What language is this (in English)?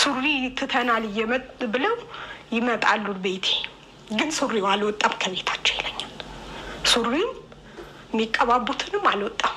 Amharic